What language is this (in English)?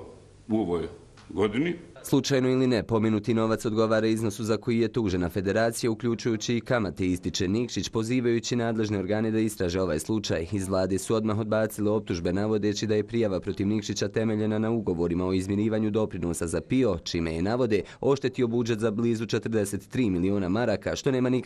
Bosnian